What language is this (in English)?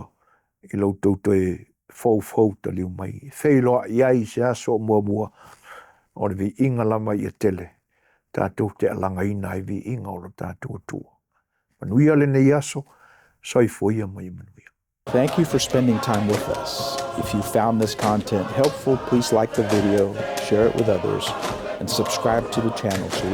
Samoan